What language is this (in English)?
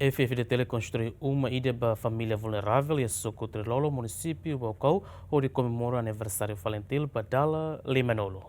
Tetum